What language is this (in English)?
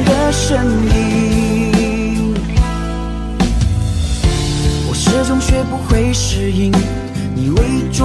Chinese